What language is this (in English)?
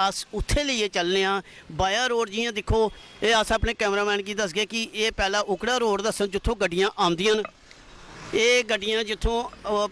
Dogri